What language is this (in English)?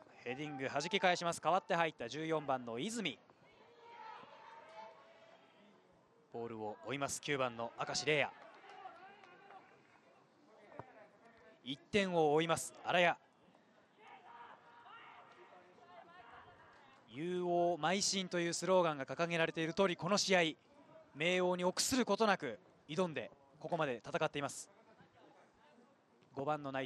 Japanese